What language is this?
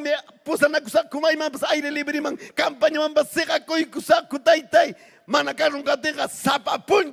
Ayacucho Quechua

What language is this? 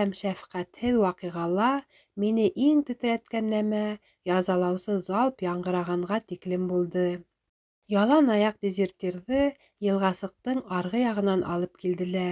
Bashkir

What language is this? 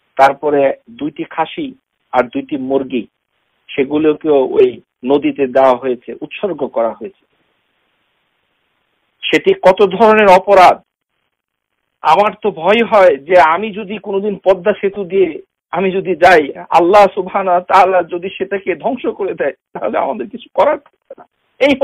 Bangla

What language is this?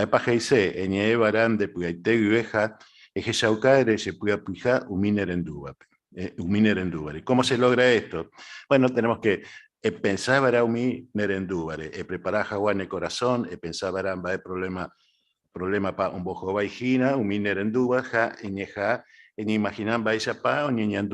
Guarani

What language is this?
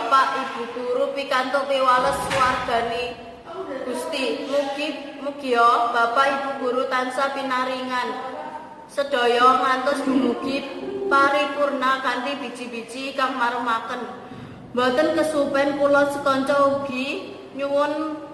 Javanese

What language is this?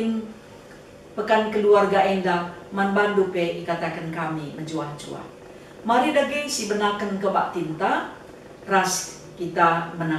Batak Karo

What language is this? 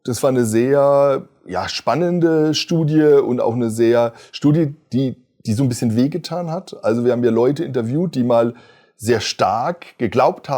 Swiss German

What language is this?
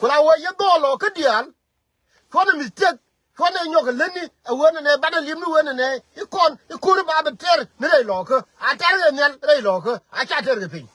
Nuer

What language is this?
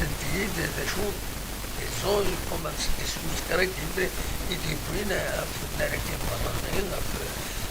Kabyle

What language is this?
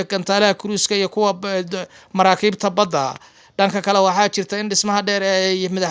Somali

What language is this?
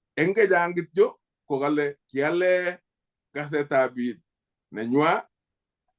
Kalenjin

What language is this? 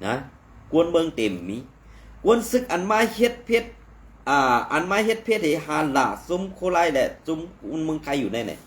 Shan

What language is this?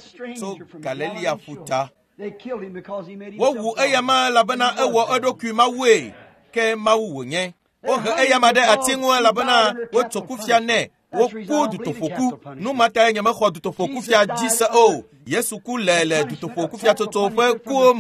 Ewe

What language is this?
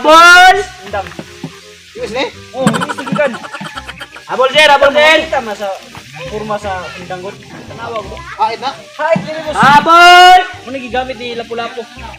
Cebuano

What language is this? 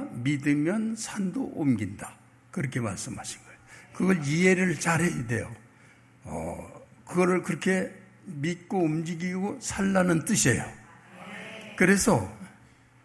Korean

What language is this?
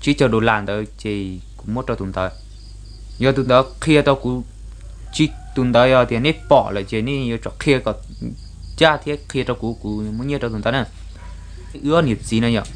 Hmong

